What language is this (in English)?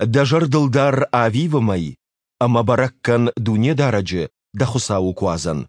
Ossetic